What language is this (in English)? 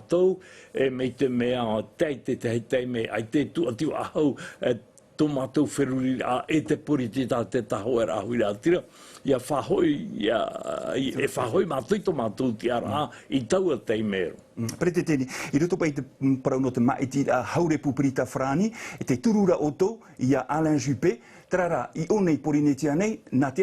Tahitian